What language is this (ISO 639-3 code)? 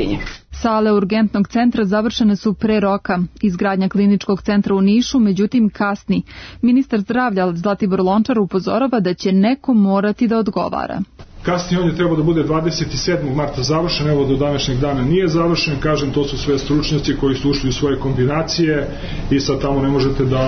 srp